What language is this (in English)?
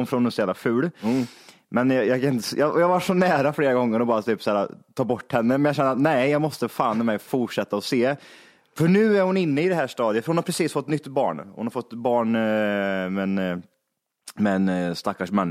Swedish